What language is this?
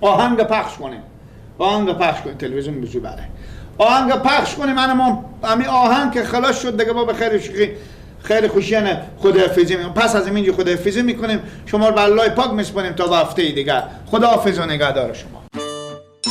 Persian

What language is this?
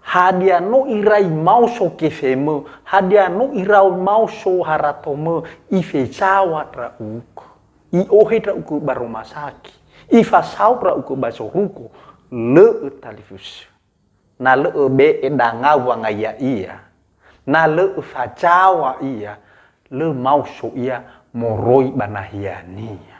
Nias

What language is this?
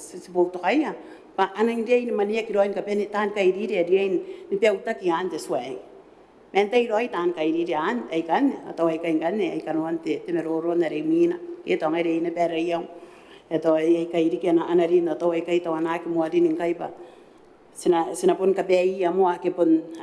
Gilbertese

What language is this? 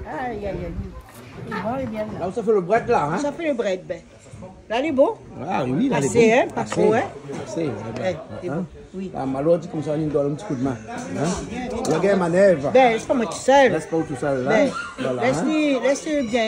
Réunion Creole French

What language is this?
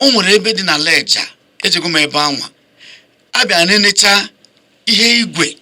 Igbo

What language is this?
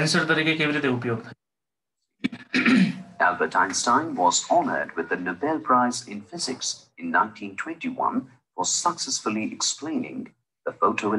Gujarati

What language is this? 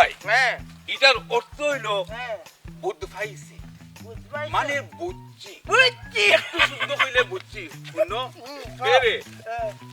Sylheti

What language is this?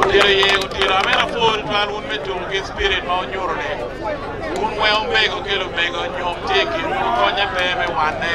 Acoli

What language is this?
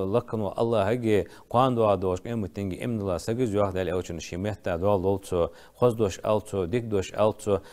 Ingush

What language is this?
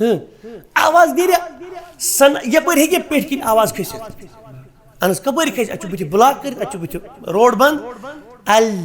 Kashmiri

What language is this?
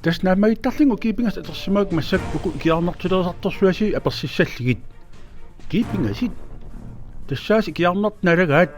Kalaallisut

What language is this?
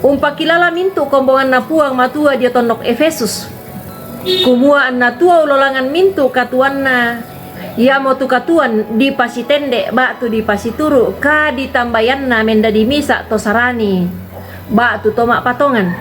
Toraja-Sa'dan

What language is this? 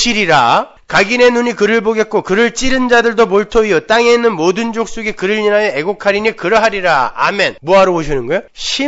Korean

